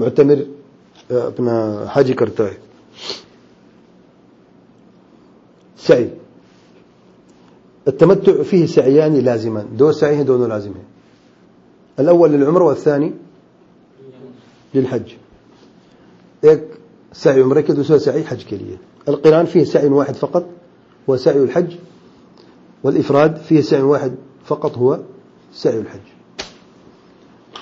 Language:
Urdu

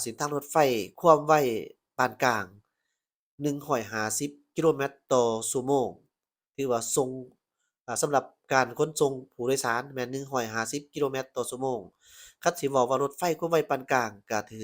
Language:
Lao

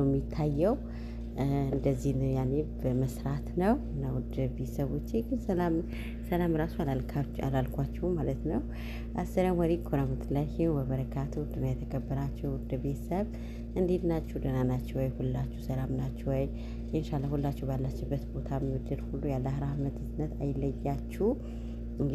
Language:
Amharic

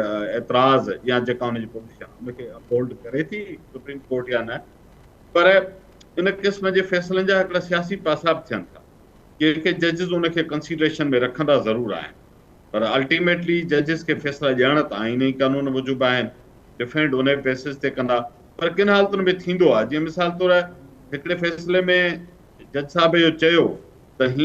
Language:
Sindhi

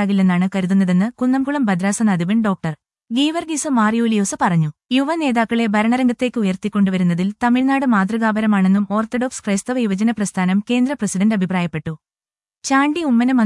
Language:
Malayalam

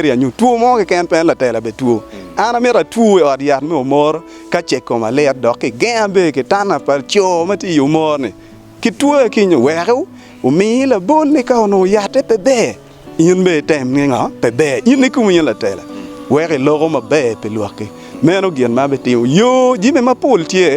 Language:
Acoli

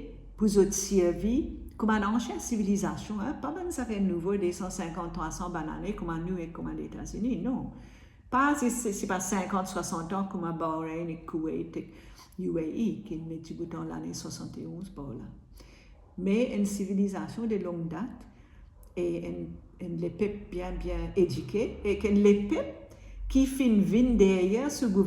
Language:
Morisyen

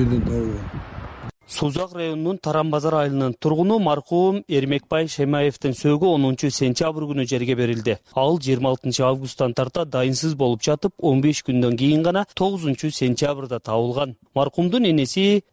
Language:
Kyrgyz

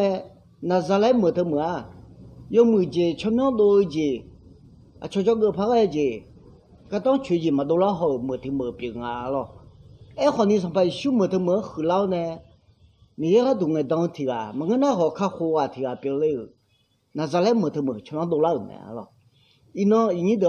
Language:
Akha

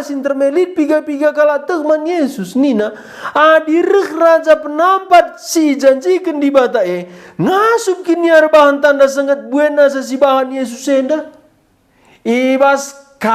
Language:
Batak Karo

